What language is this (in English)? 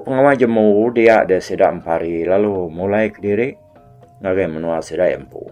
Iban